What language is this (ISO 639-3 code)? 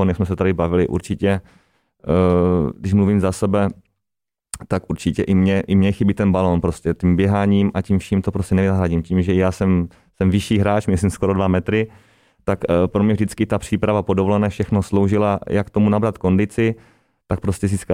ces